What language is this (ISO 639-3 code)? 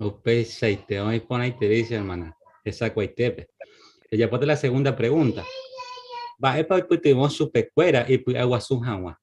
grn